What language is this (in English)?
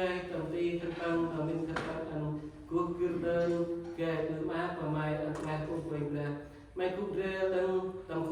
Central Mnong